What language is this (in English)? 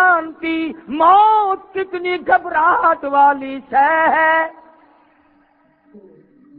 Urdu